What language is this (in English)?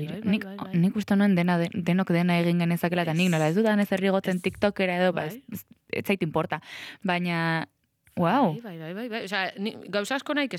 Basque